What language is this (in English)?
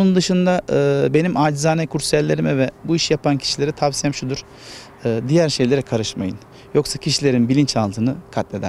Turkish